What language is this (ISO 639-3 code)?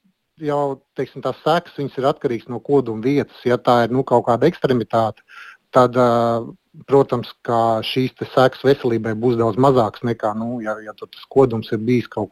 lav